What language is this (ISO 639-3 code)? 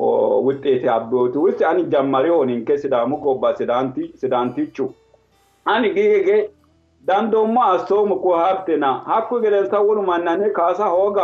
sid